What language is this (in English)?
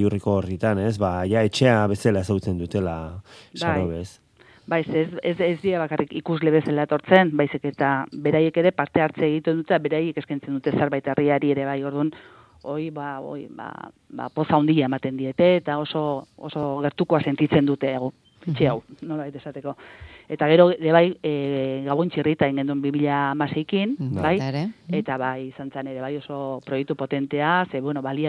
Basque